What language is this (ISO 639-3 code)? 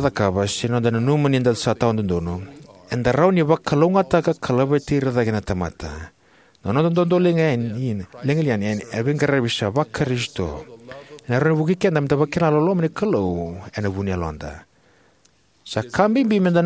fij